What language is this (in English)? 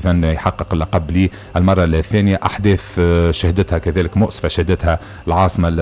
Tunisian Arabic